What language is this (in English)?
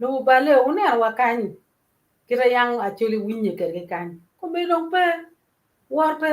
Acoli